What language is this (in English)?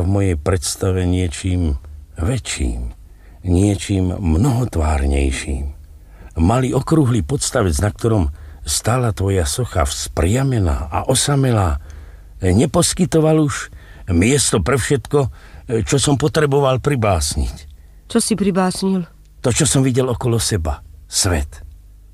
Slovak